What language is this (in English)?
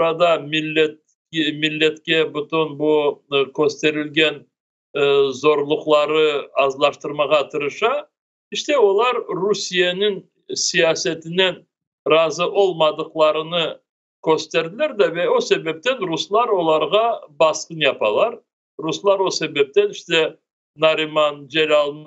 Crimean Tatar